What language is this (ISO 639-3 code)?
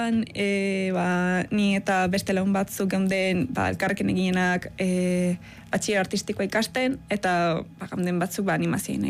eus